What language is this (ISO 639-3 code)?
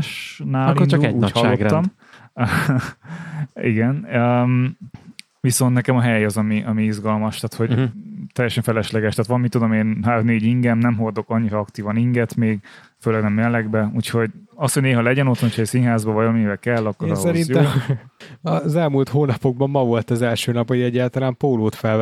hun